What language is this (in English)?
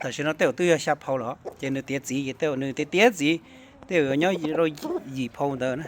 Hmong